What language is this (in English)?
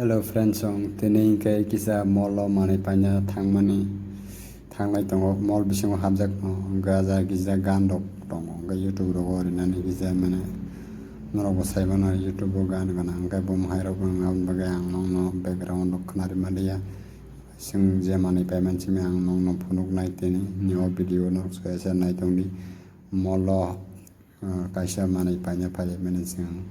Kok Borok